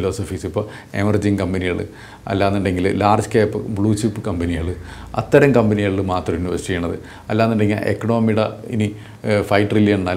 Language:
Malayalam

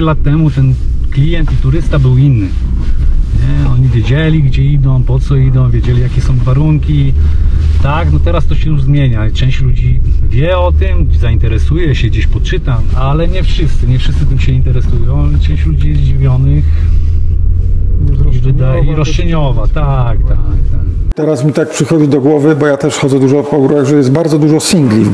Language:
Polish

